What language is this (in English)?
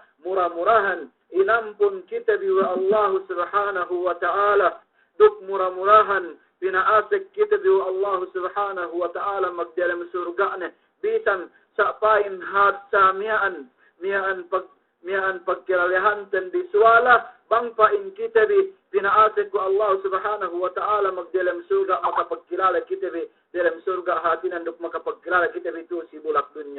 Yakan